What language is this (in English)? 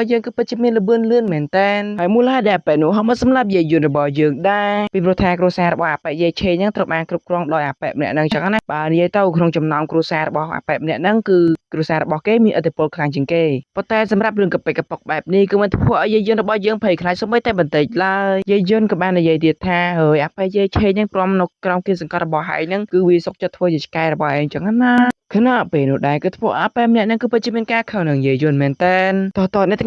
Khmer